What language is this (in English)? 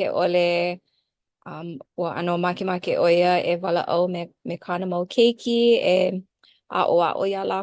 Hawaiian